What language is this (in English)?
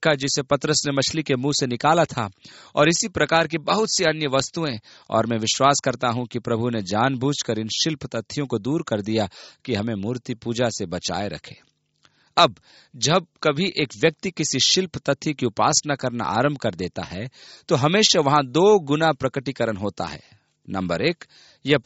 Hindi